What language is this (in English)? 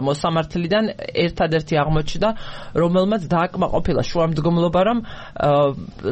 Georgian